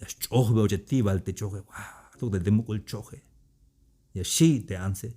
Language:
Tzeltal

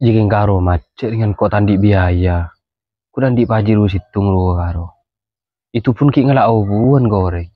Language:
Madurese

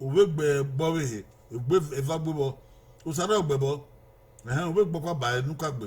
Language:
Bini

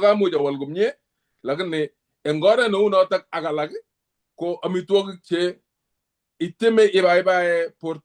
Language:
Kalenjin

